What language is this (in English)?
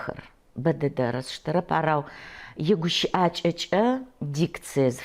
Adyghe